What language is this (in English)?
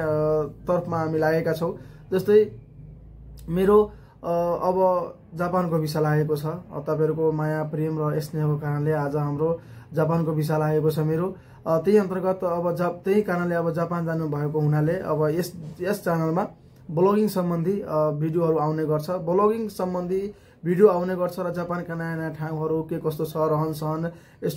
Nepali